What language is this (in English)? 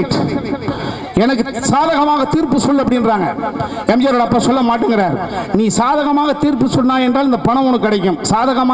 Tamil